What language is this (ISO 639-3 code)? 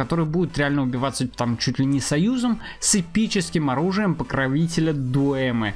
rus